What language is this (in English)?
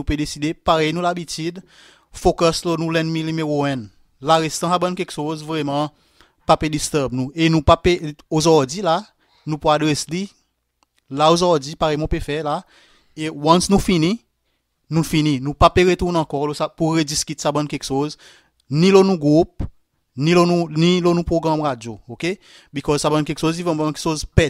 Seselwa Creole French